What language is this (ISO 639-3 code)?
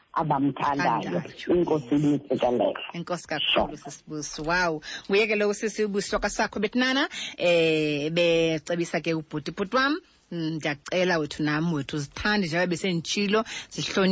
xho